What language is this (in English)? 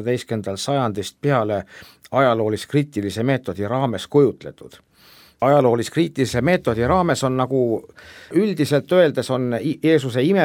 Estonian